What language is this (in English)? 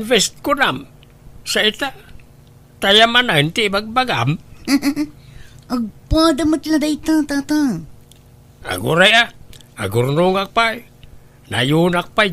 Iloko